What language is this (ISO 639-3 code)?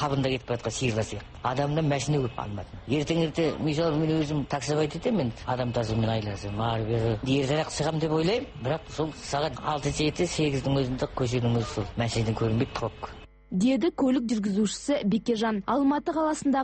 kaz